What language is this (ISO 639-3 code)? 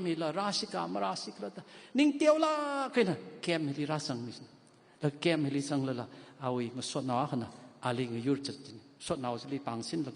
nmf